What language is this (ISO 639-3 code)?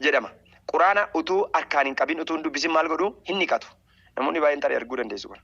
orm